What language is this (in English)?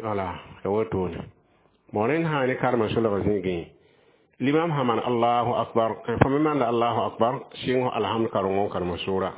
Mossi